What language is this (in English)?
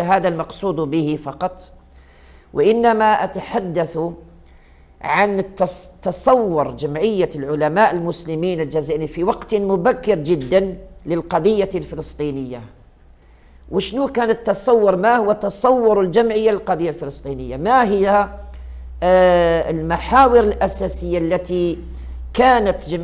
Arabic